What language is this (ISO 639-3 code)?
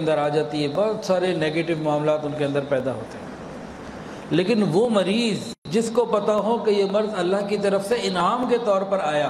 urd